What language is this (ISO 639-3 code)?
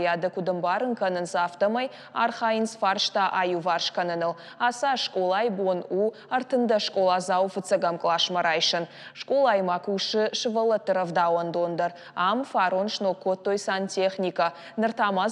oss